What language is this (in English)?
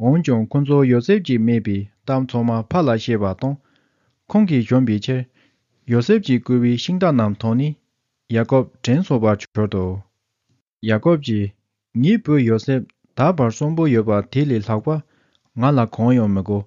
Tibetan